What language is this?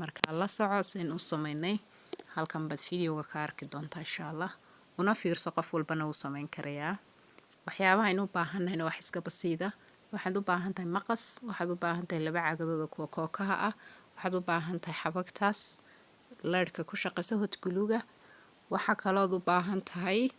Somali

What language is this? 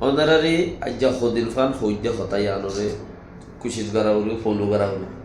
Rohingya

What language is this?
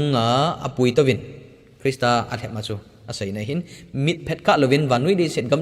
Thado Chin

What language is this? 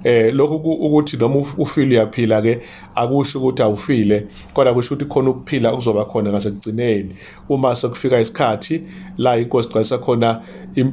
Zulu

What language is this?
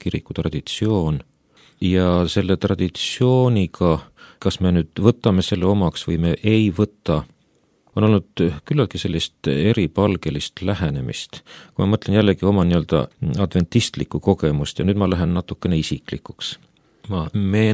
Estonian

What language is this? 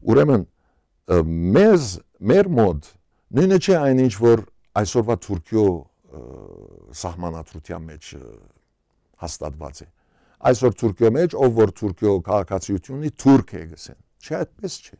Western Armenian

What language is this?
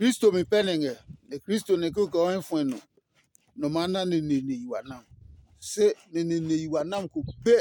Adangme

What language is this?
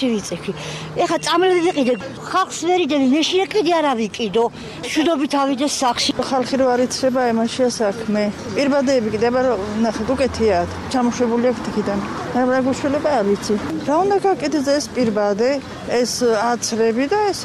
Georgian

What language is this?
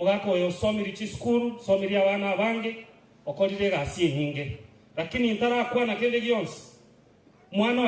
Gusii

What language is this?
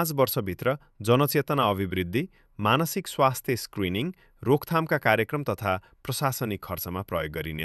Nepali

